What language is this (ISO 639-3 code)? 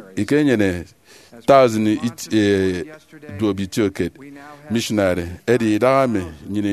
efi